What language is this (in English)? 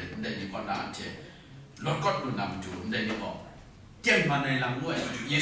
Kachin